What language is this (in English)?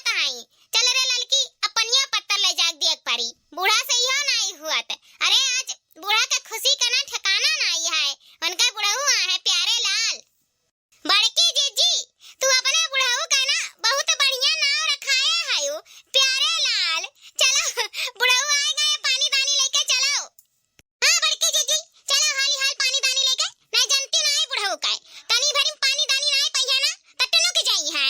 Awadhi